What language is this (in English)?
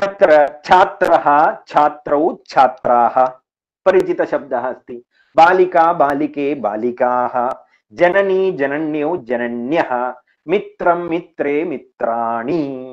Sanskrit